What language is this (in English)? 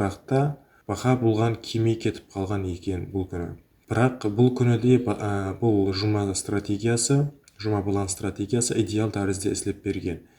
Kara-Kalpak